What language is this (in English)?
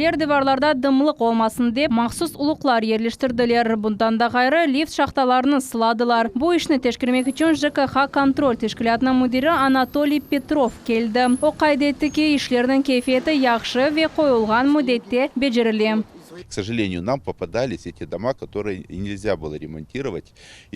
Crimean Tatar